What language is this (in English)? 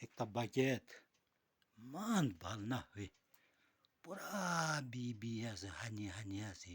Naga Pidgin